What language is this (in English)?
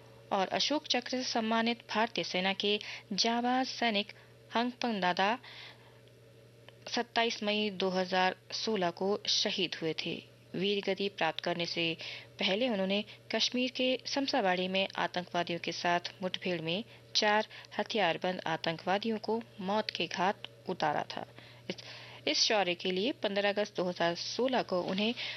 Hindi